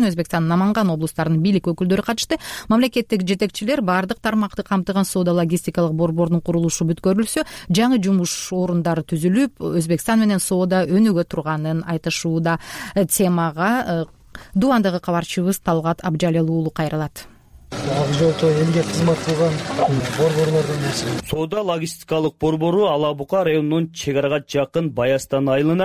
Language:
Kyrgyz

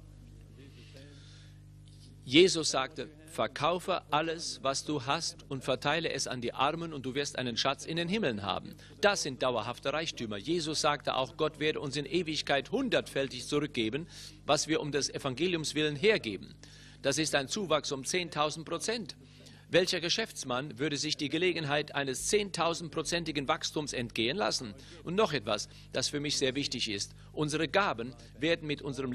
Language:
German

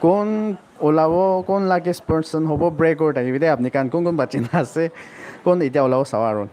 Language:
Naga Pidgin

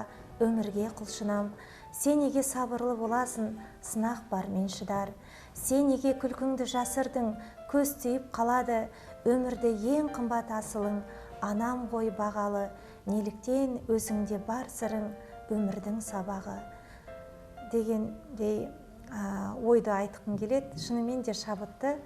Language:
Kazakh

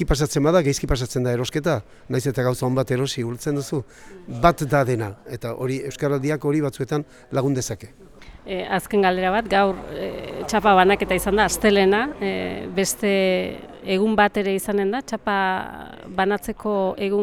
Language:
Basque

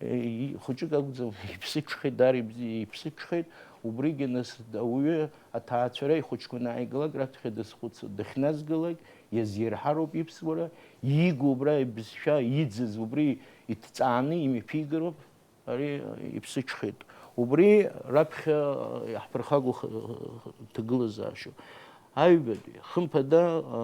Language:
Abkhazian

